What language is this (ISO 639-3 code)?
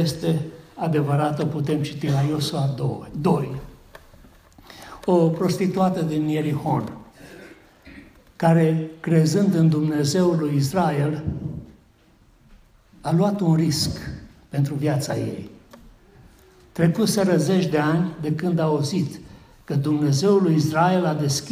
ron